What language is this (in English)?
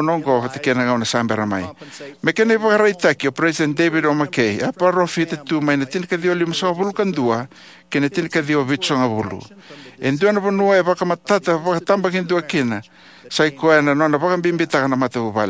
Fijian